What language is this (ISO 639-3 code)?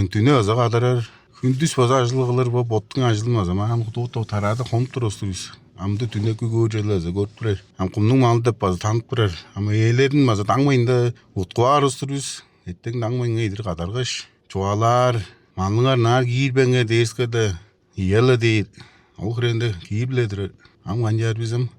tyv